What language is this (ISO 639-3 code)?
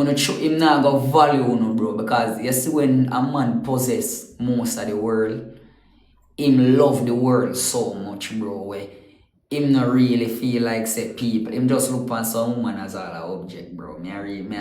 jam